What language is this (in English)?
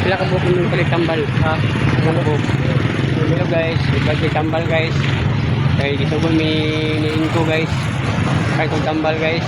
Cebuano